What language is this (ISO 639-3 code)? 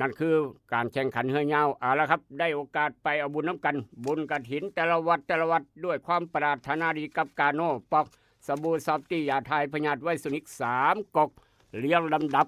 tts